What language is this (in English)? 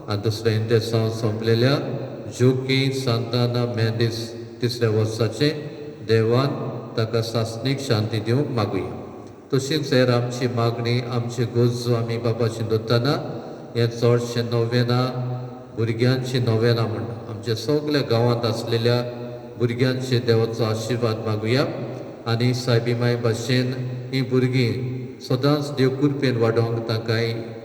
Konkani